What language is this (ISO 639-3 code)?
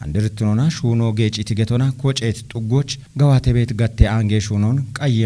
kbr